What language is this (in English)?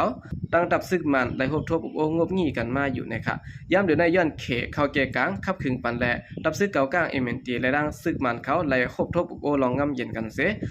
Shan